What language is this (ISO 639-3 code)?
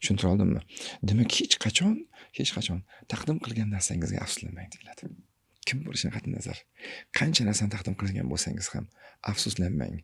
uzb